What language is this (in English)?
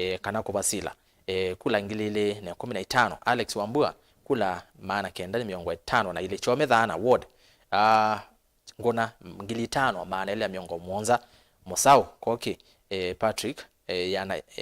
Kamba